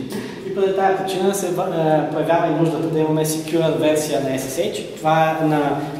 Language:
Bulgarian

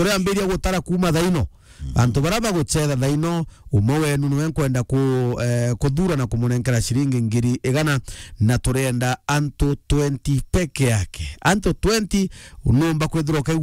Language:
Meru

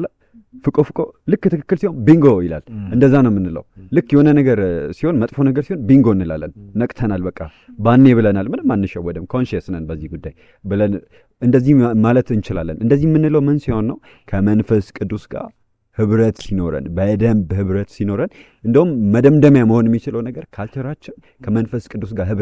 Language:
Amharic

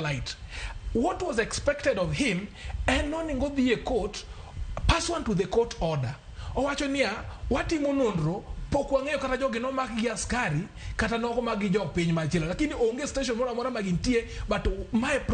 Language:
Luo (Kenya and Tanzania)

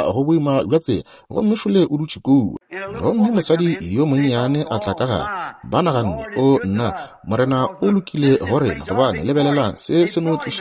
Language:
Northern Sotho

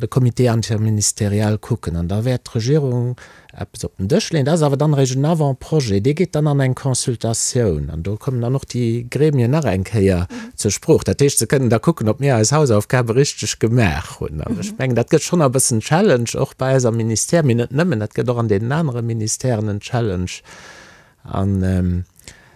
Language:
Luxembourgish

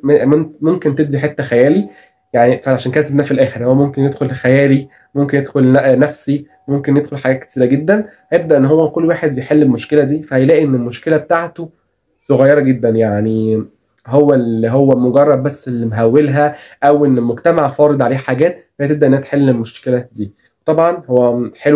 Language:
Egyptian Arabic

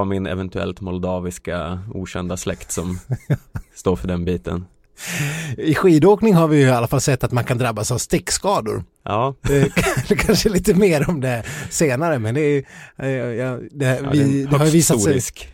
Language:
Swedish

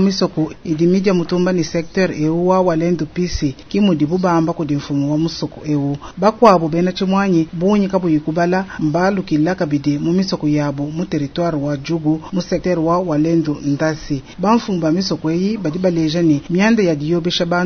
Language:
Luba-Lulua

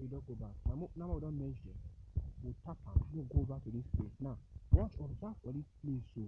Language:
Nigerian Pidgin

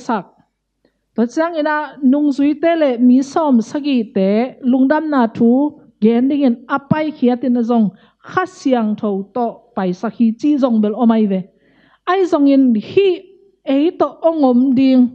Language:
Tedim Chin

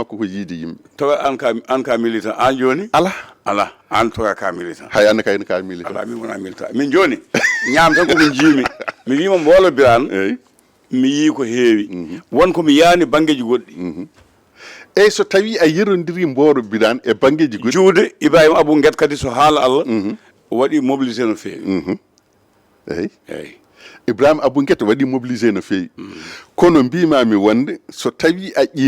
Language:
Fula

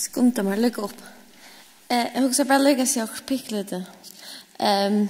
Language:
Faroese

